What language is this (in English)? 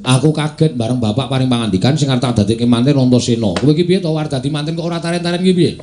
Javanese